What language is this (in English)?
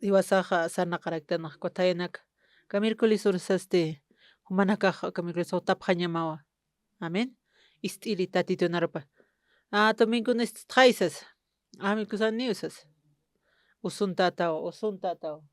Aymara